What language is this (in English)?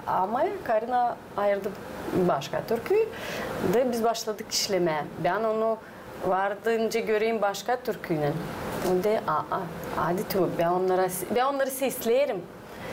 Gagauz